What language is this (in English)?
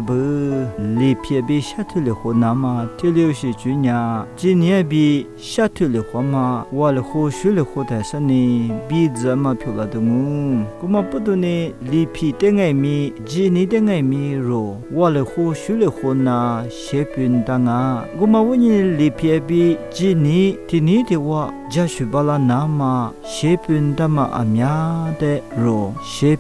Lisu